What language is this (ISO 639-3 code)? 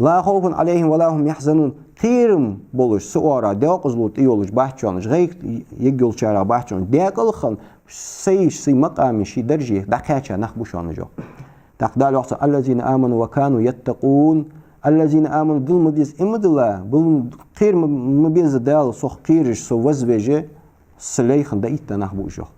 inh